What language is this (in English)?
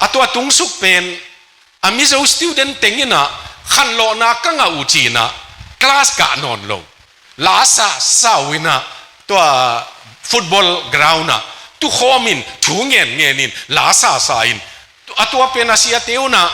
Tedim Chin